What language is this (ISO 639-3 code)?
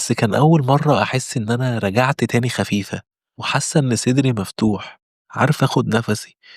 arz